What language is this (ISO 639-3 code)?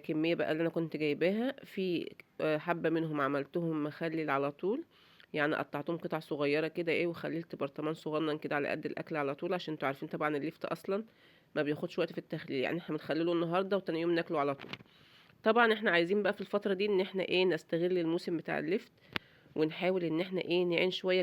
arz